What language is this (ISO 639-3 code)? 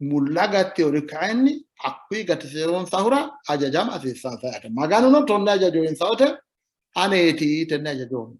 sid